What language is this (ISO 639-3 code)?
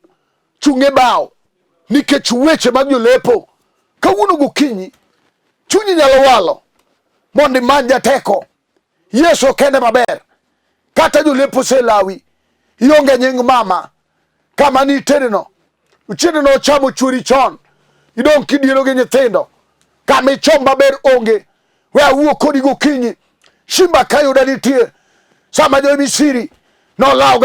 luo